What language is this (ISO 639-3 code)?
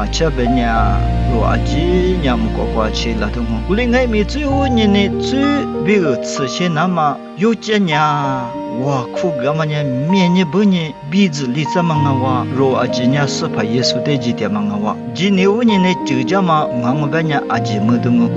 lis